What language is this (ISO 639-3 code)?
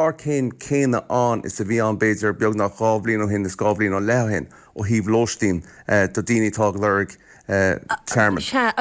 gle